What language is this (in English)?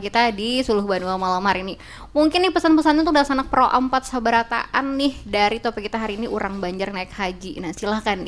Banjar